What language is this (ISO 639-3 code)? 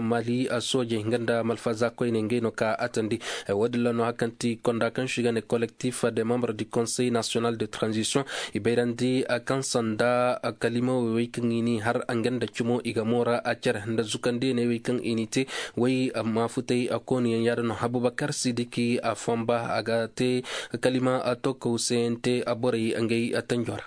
ses